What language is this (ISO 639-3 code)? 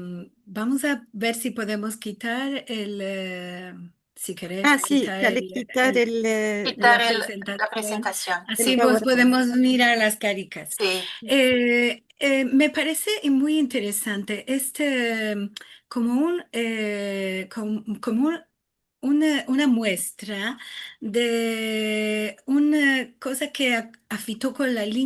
lad